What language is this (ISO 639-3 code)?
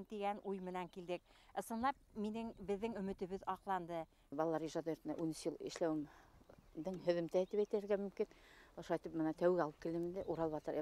bak